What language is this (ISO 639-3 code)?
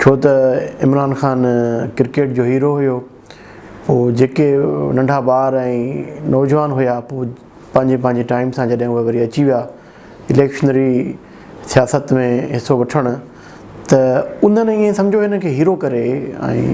snd